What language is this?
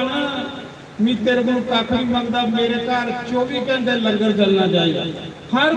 Dogri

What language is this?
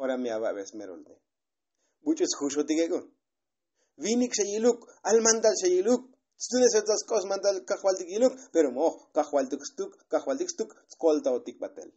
Tzotzil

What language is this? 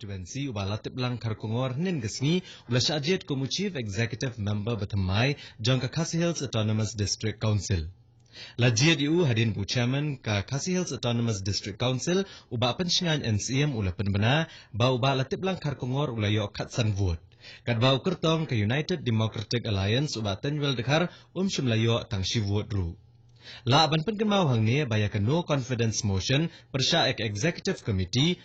Khasi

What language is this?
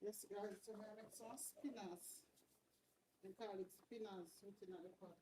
Jamaican Creole English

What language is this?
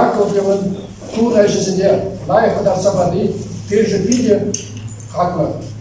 Chuvash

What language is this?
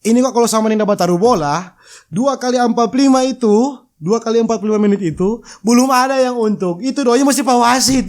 Manado Malay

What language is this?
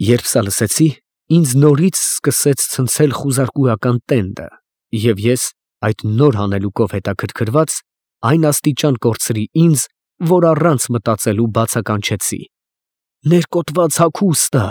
Armenian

